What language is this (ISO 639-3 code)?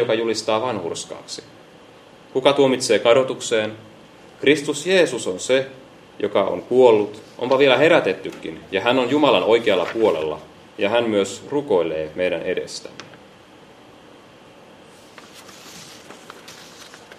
fin